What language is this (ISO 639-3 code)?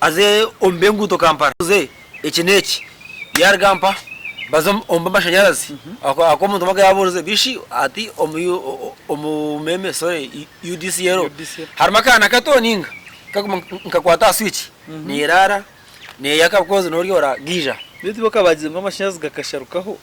nyn